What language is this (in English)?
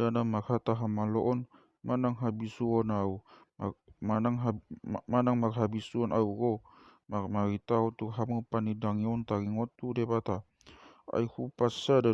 Batak Toba